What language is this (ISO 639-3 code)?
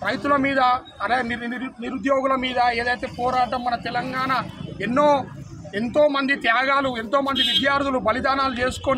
tel